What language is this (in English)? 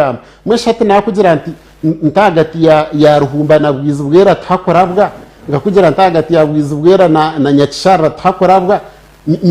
Nyankole